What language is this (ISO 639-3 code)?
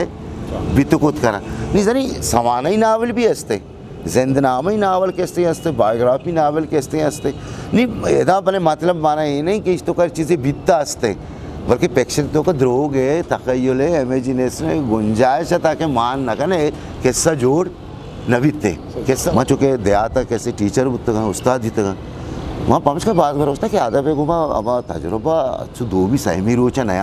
bgp